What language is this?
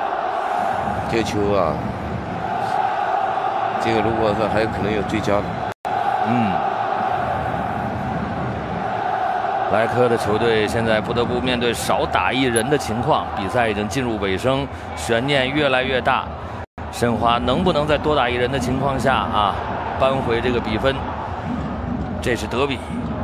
Chinese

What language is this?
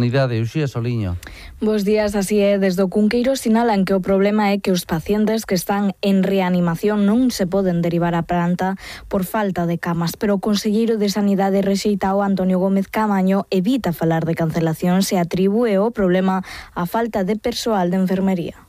Galician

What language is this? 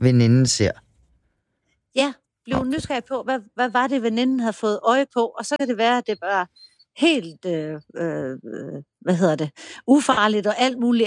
Danish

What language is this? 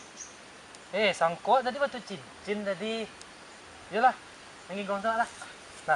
Minangkabau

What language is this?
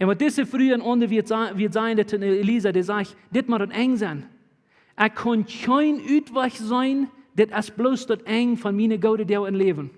Plautdietsch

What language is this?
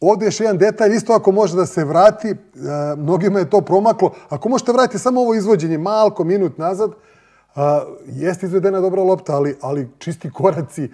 Serbian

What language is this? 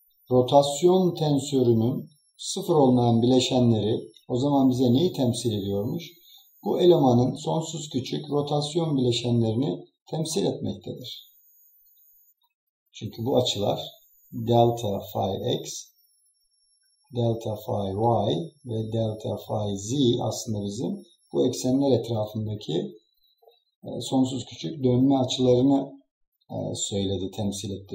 Turkish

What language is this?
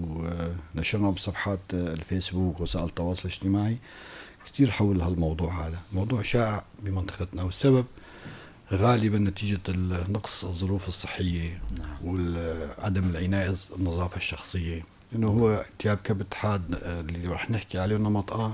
North Levantine Arabic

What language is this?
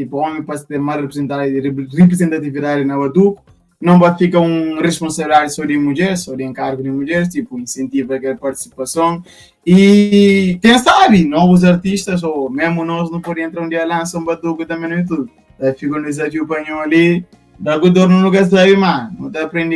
Kabuverdianu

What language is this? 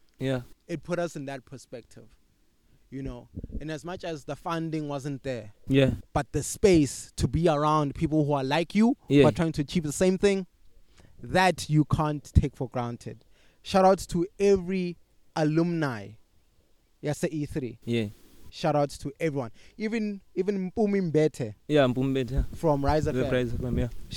English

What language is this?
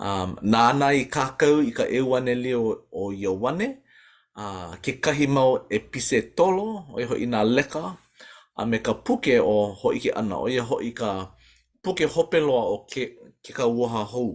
Hawaiian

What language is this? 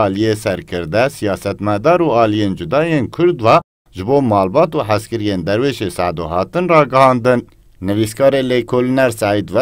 Kurdish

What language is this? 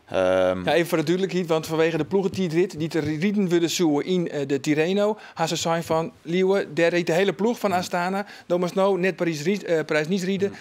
Western Frisian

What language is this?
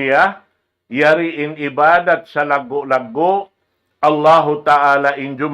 Tausug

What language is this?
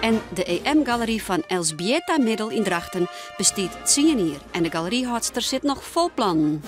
Western Frisian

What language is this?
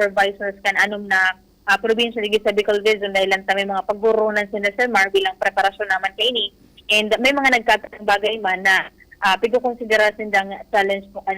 Bikol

